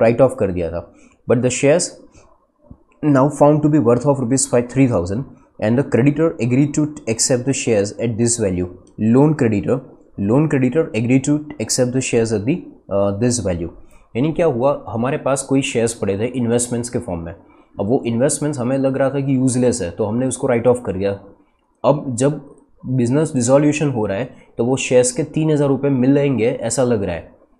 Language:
Hindi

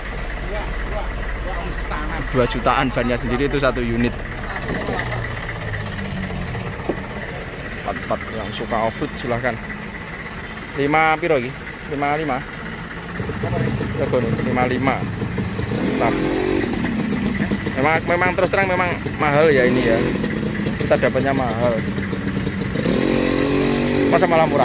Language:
Indonesian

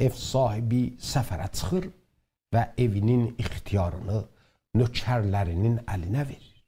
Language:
South Azerbaijani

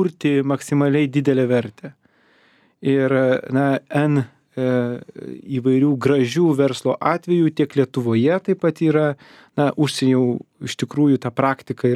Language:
Lithuanian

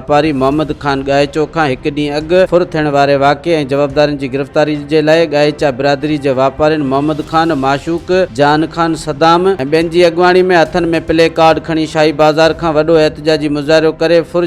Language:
Sindhi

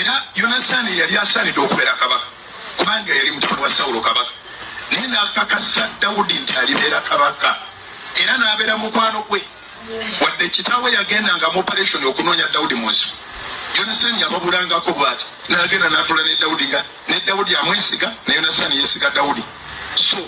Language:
Ganda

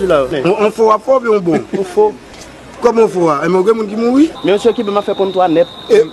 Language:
Haitian Creole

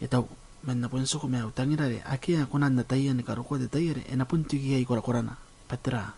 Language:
Gilbertese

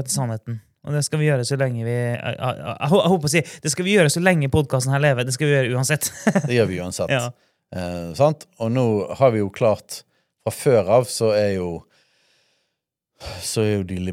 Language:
Norwegian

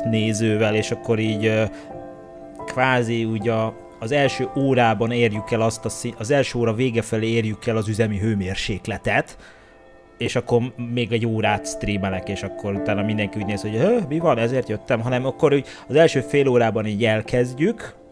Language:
Hungarian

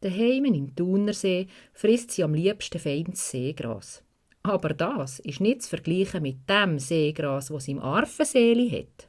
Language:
Swiss German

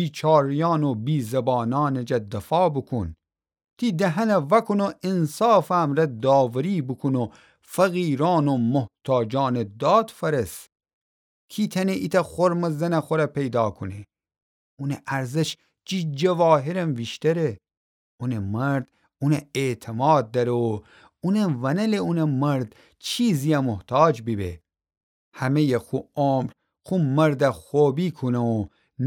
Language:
Gilaki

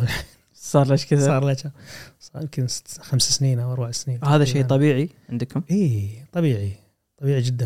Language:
Gulf Arabic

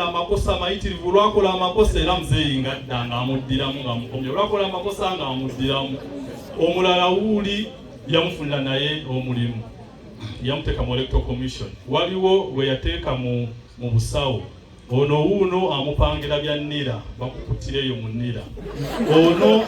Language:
Ganda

